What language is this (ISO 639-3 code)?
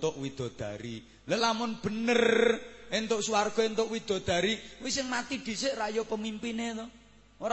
jav